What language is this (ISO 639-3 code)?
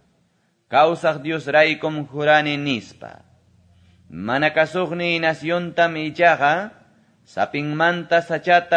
que